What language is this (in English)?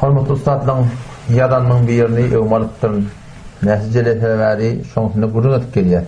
Turkmen